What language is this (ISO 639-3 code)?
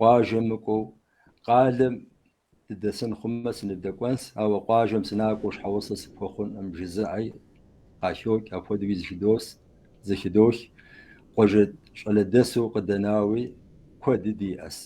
kbd